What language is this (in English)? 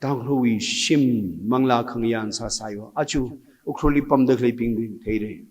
Tangkhul Naga (India)